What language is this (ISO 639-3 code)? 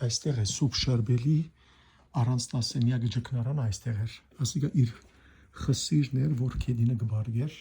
hyw